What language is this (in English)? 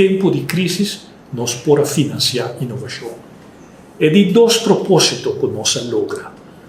Papiamento